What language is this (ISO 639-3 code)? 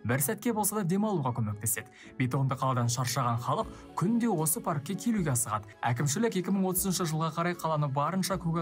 kaz